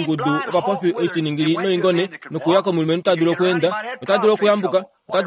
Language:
Kuanyama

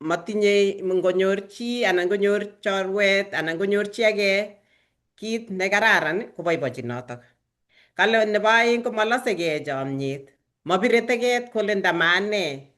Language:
Kalenjin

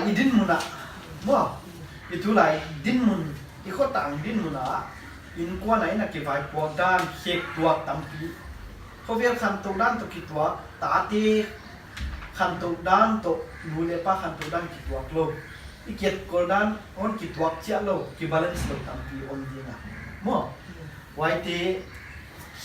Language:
Paite Chin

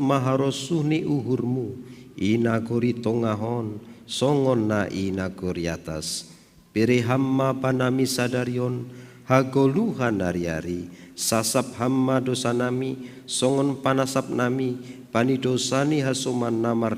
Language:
Batak Simalungun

